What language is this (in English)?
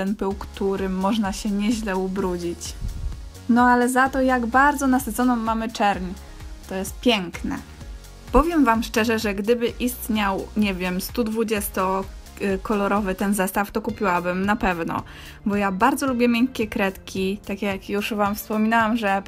Polish